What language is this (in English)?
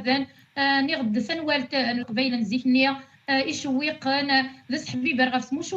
Kabyle